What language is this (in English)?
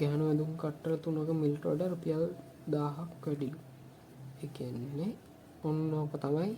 Sinhala